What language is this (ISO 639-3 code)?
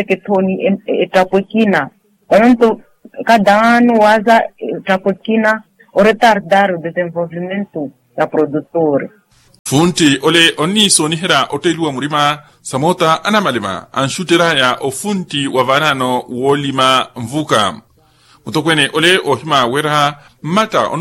vmw